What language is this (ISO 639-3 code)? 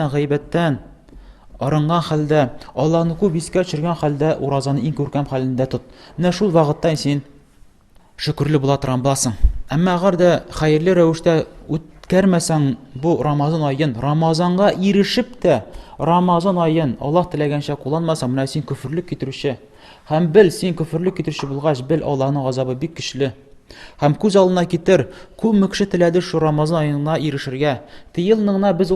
tat